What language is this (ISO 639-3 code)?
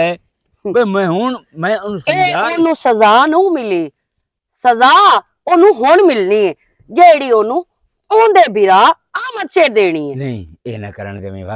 lah